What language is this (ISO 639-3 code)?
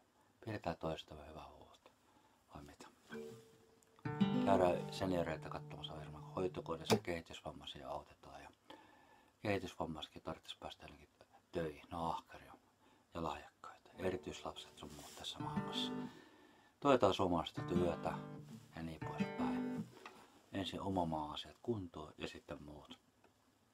fin